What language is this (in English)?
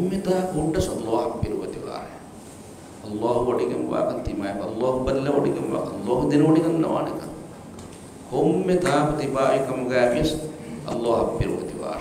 Divehi